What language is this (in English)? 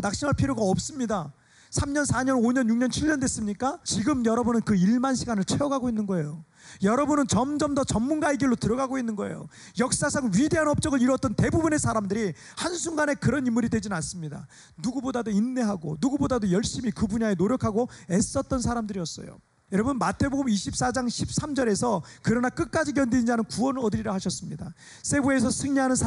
Korean